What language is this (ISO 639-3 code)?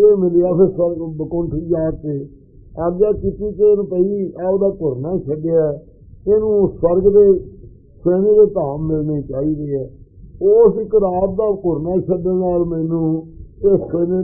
pan